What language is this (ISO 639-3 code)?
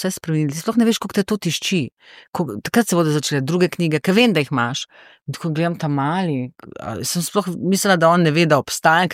slv